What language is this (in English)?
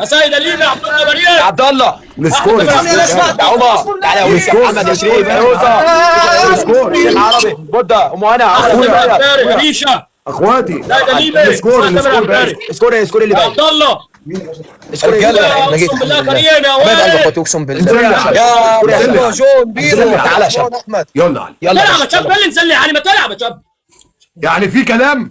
Egyptian Arabic